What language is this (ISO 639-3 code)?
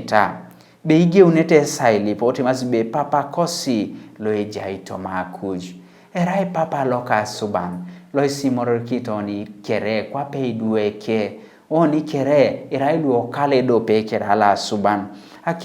teo